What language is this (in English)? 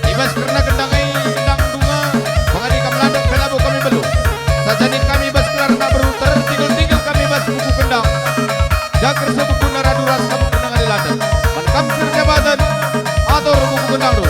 Batak Karo